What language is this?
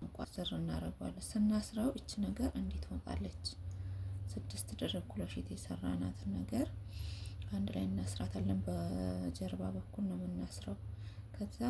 Amharic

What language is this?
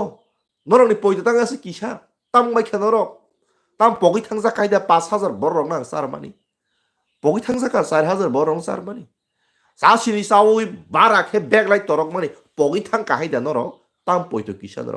Kok Borok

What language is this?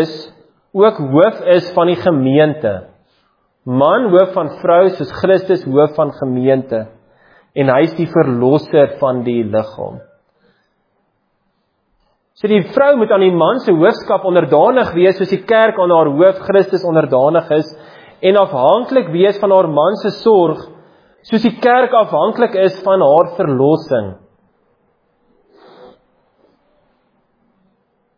Afrikaans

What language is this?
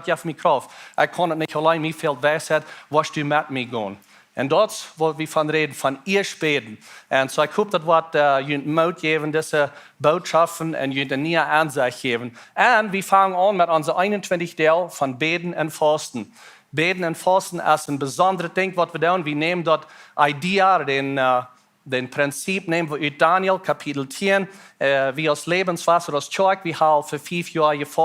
Plautdietsch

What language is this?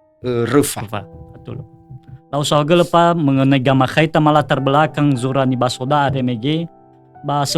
Nias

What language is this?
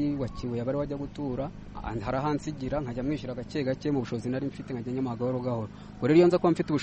Kinyarwanda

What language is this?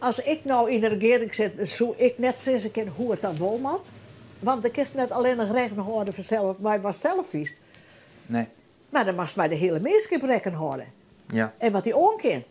Western Frisian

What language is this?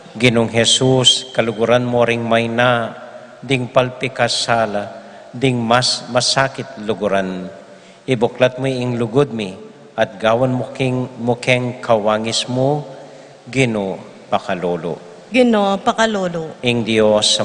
Pampanga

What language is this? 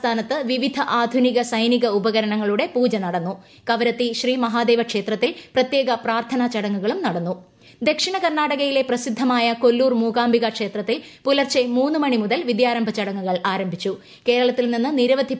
Malayalam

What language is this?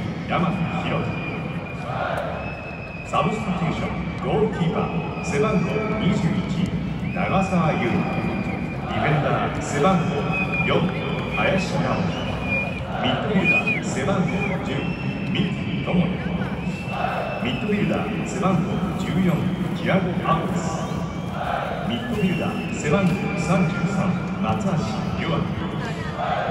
Japanese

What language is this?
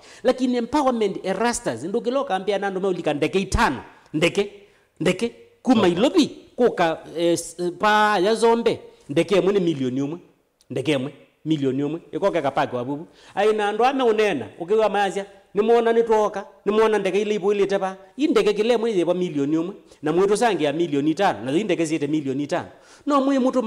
Kamba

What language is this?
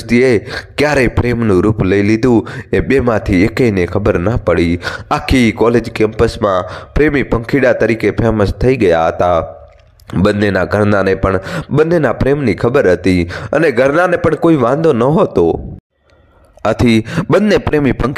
Gujarati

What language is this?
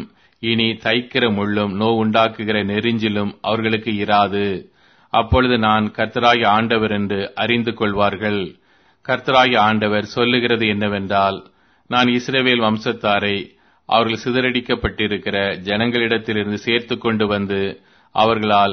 Tamil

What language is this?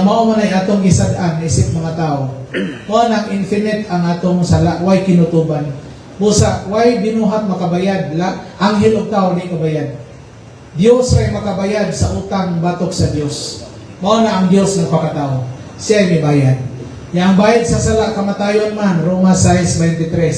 Cebuano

